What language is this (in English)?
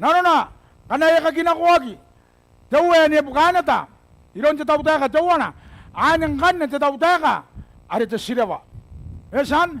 Gilbertese